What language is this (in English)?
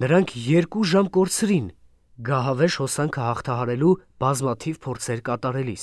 Armenian